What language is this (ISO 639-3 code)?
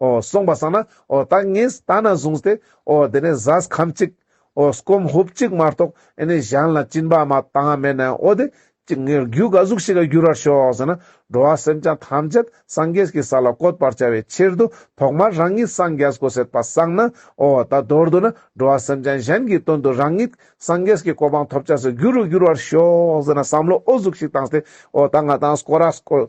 lbj